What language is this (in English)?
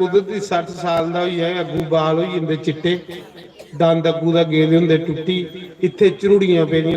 Dogri